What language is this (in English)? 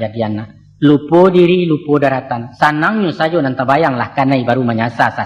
Minangkabau